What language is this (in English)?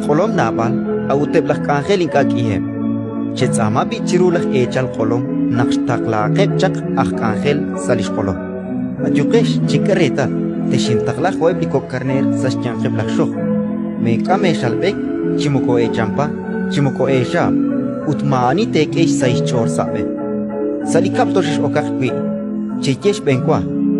Kekchí